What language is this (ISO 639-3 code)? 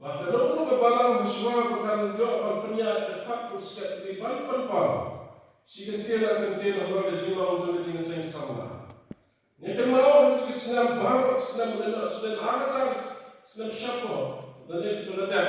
kha